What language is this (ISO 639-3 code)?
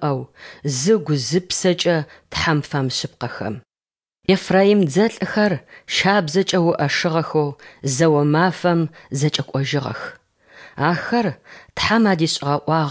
ady